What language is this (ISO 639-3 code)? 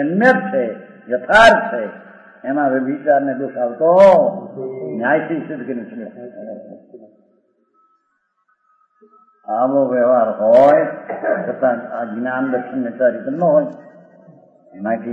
guj